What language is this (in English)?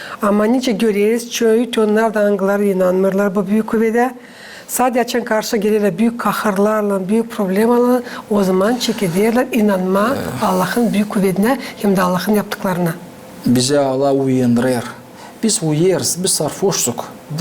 Gagauz